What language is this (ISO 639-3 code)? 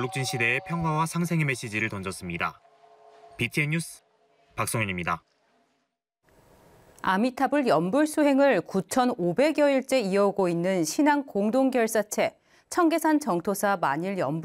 kor